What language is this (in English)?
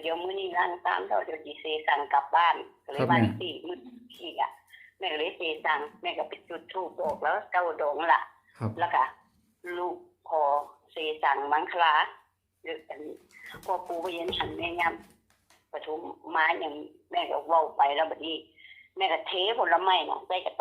Northeastern Thai